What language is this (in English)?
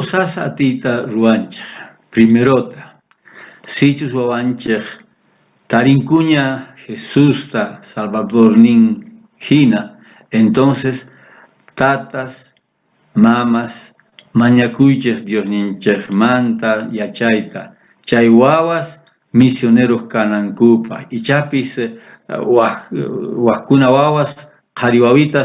South Bolivian Quechua